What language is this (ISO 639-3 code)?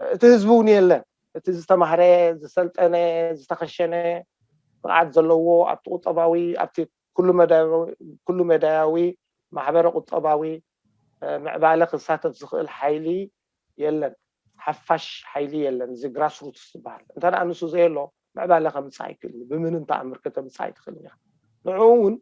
tir